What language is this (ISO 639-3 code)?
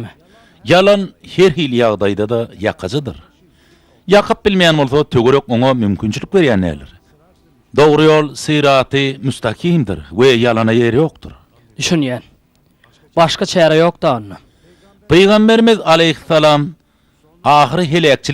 tuk